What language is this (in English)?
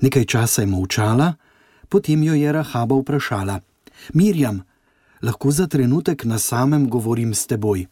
Slovenian